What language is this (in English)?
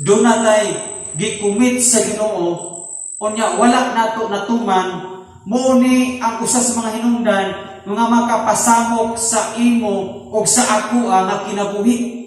Cebuano